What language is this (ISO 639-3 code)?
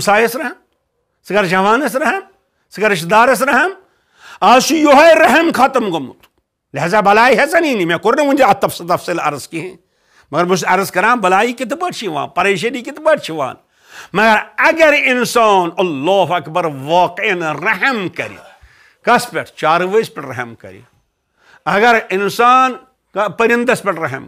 kas